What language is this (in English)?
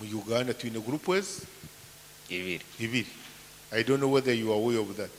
Nyoro